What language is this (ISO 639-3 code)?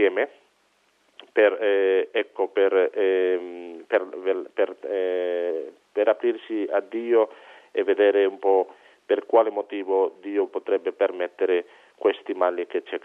ita